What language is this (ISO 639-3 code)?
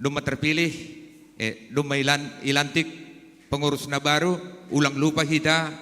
bts